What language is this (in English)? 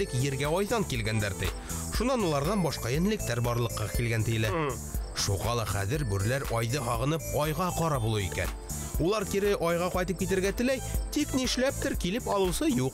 Bashkir